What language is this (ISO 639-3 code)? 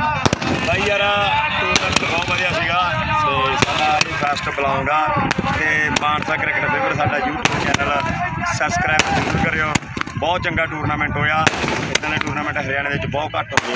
pan